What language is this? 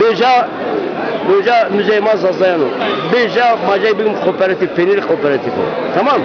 Zaza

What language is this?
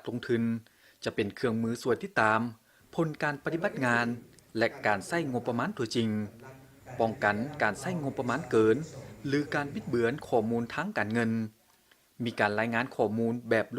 Lao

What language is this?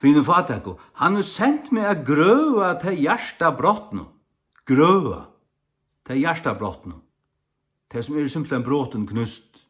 Faroese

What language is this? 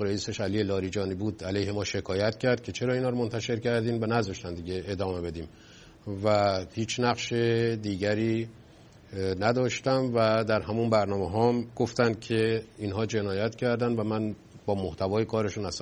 Persian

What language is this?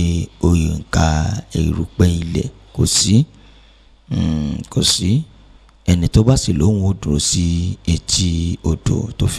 Yoruba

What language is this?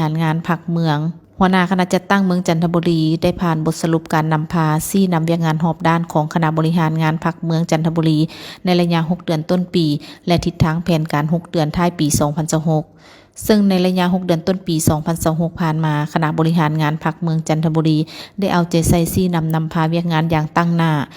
Lao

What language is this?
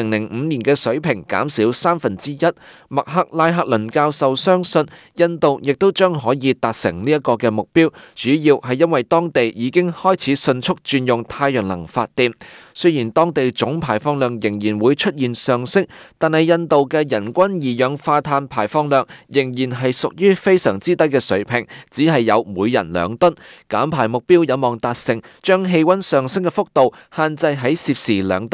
Cantonese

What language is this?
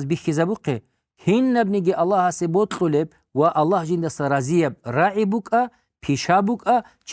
Avaric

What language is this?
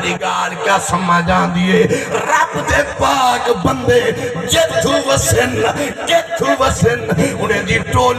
Saraiki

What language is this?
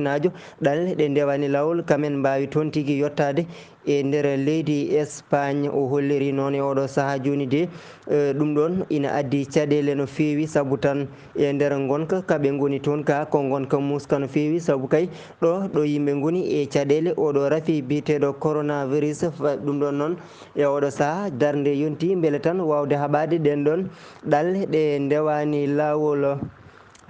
Fula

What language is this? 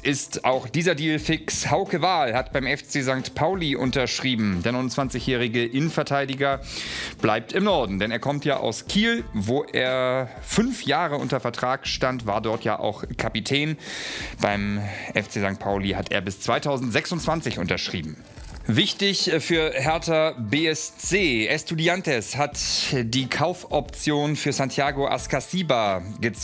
German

